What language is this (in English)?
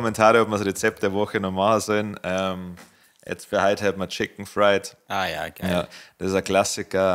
Bavarian